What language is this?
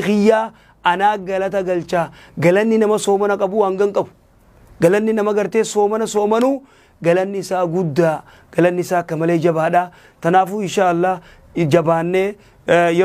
Oromo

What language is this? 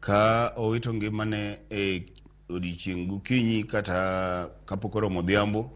Luo (Kenya and Tanzania)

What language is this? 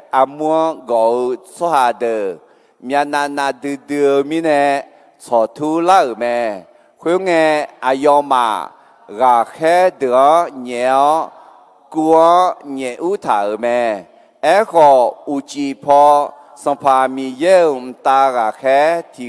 Akha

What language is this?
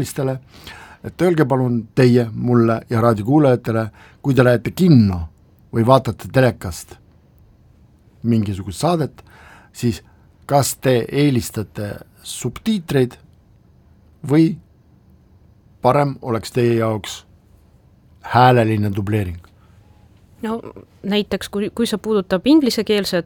Estonian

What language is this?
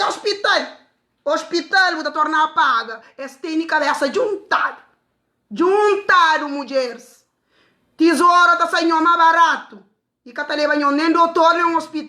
Kabuverdianu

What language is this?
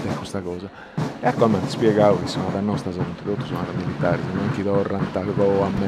Sardinian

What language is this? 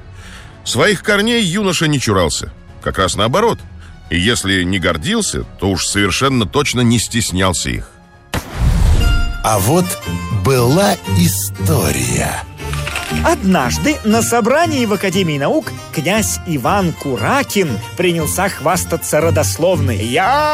Russian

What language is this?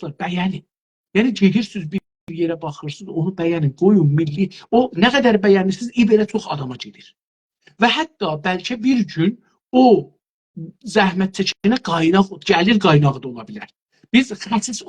South Azerbaijani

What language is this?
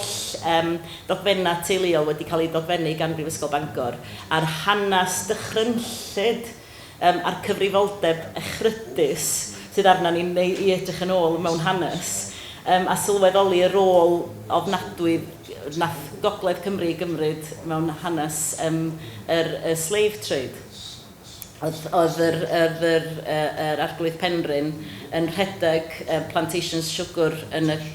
Welsh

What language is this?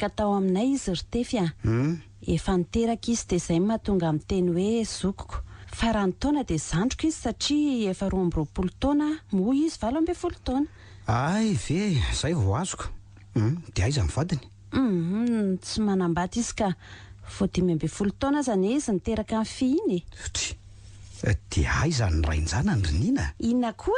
Malagasy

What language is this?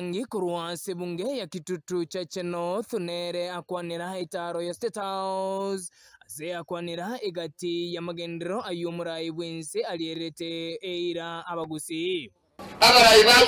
Gusii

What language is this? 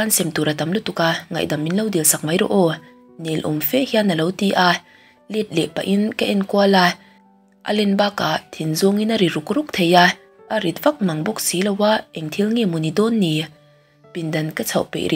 Mizo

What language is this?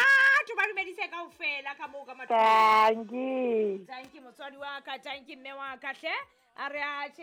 Southern Sotho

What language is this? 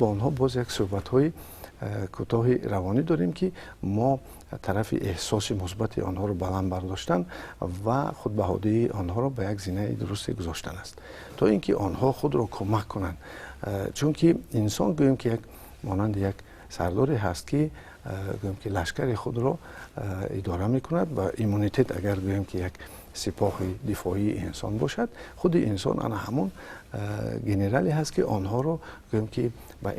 Tajik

